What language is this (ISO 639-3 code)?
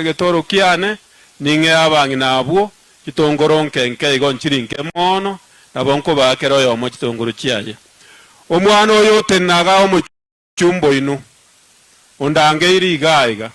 guz